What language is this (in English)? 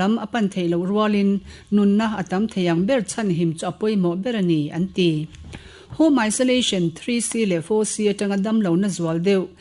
Mizo